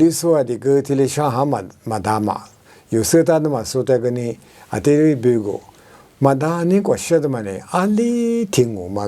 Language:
Lisu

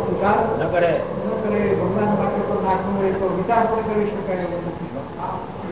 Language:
Gujarati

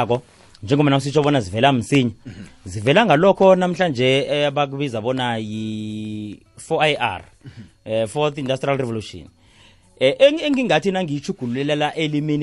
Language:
South Ndebele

